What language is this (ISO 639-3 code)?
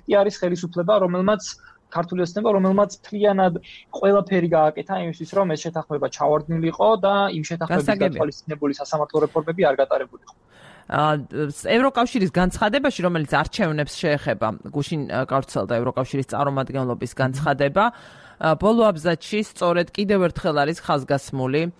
kat